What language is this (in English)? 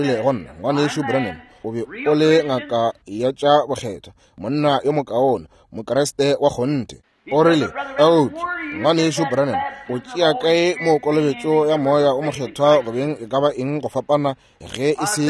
Northern Sotho